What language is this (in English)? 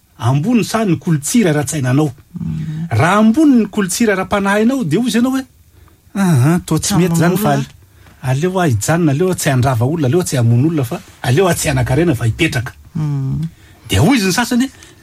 Malagasy